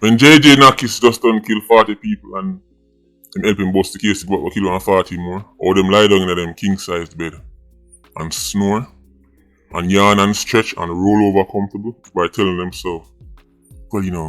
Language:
Jamaican Creole English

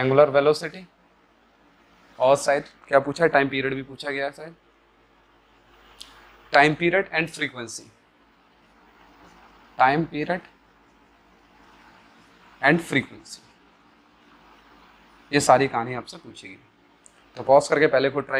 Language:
Hindi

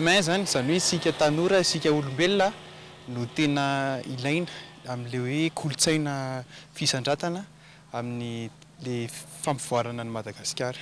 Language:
Malagasy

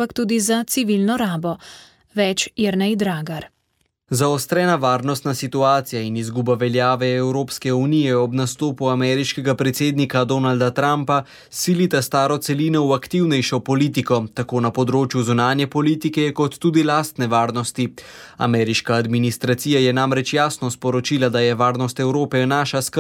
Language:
Slovenian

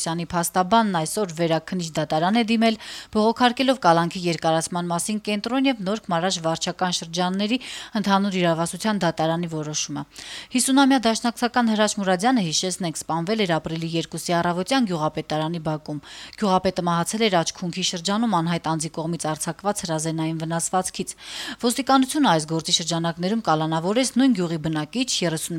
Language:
Armenian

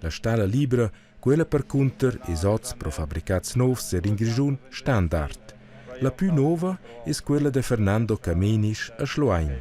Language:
Romansh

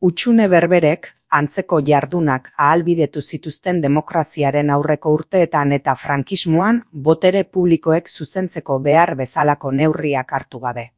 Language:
Basque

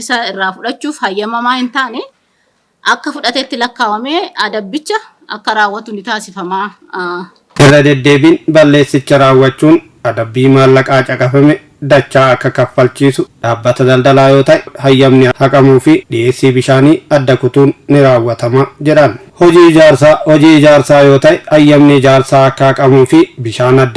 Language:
Oromo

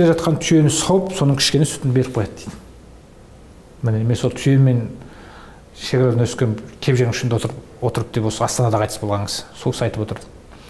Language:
Kazakh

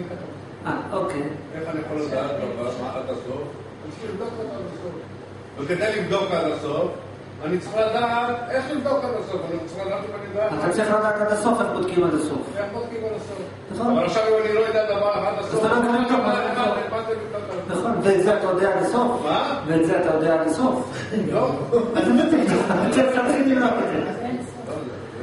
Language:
Hebrew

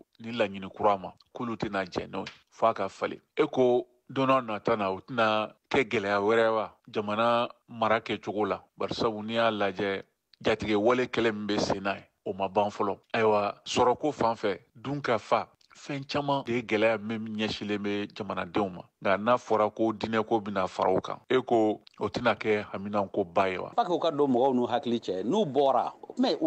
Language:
Bambara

